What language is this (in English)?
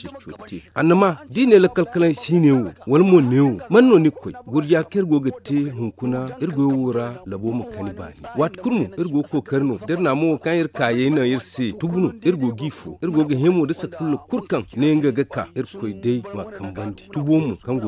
Zarma